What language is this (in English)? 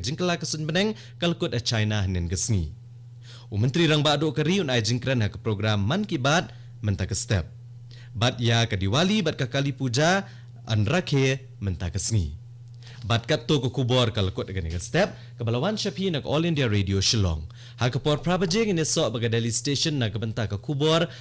Khasi